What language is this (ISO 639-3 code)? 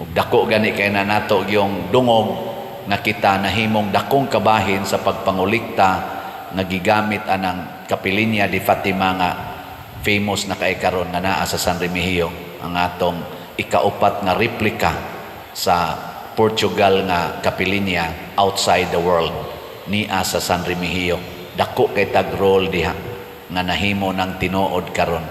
ceb